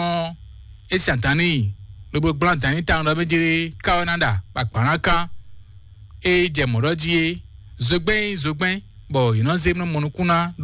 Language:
Fon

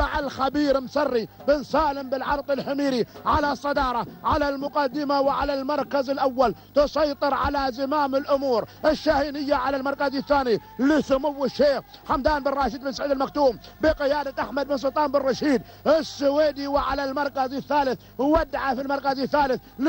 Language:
Arabic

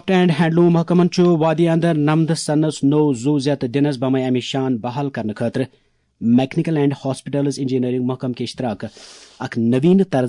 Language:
Kashmiri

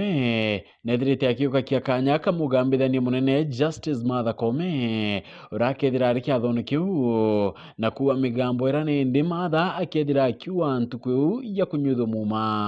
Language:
Meru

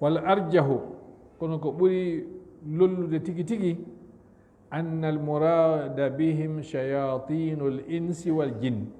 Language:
Fula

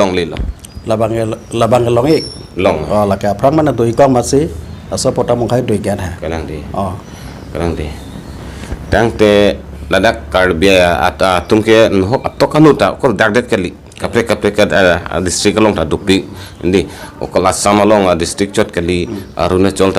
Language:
Karbi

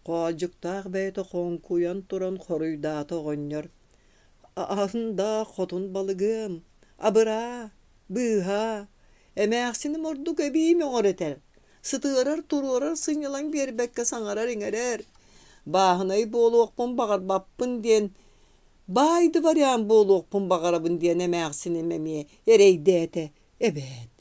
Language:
Yakut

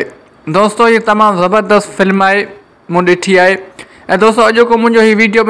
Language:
Sindhi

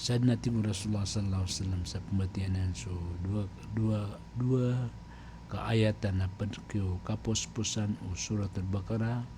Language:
Maranao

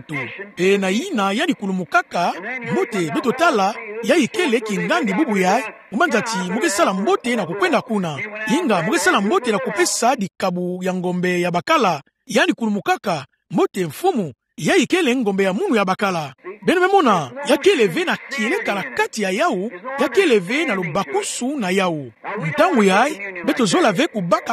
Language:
Kituba (Democratic Republic of Congo)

